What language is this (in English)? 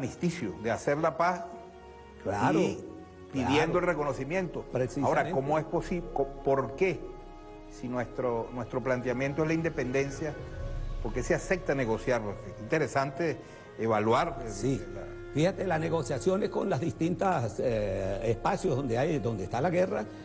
Spanish